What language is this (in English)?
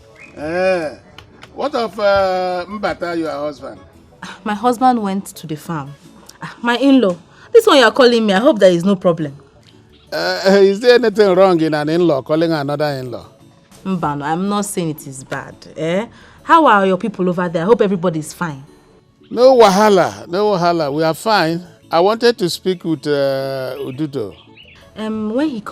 Nigerian Pidgin